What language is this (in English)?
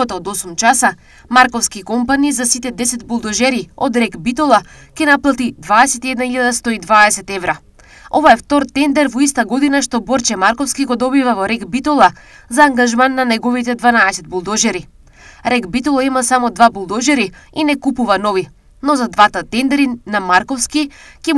Macedonian